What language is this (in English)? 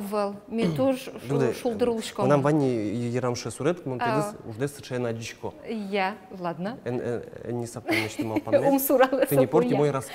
Udmurt